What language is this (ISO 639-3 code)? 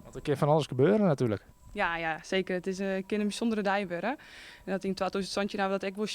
fry